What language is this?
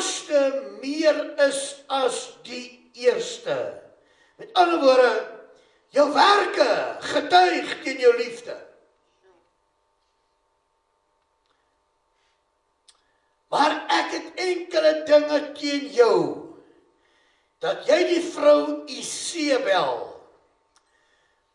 Afrikaans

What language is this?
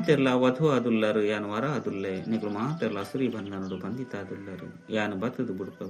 Tulu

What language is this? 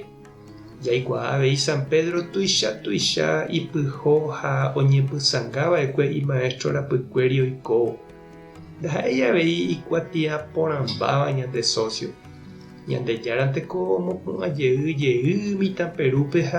Guarani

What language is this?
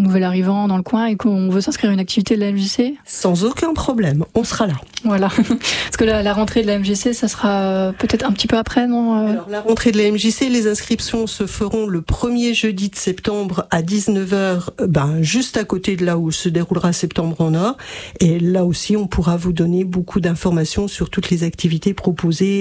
French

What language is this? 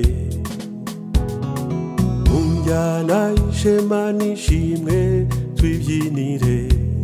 Kinyarwanda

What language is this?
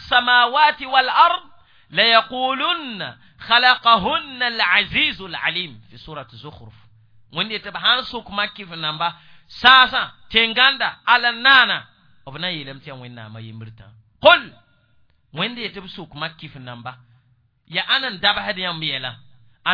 Mossi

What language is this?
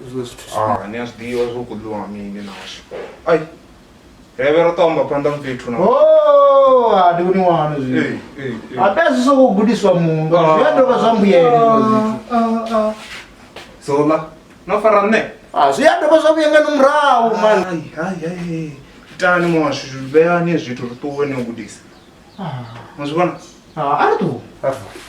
Venda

